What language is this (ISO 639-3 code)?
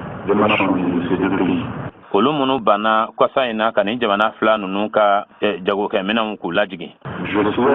bam